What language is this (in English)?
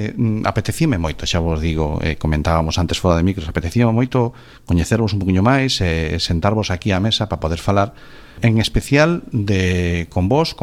Galician